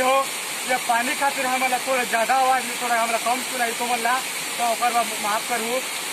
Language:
Chhattisgarhi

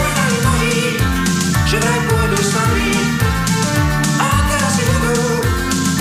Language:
Slovak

